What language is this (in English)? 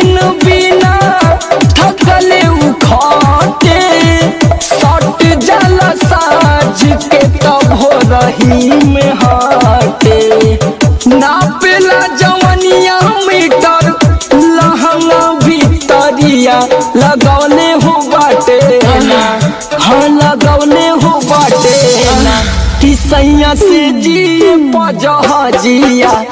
Bhojpuri